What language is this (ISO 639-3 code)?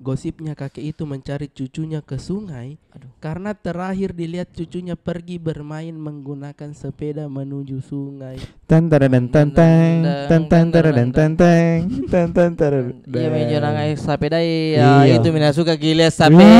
mfp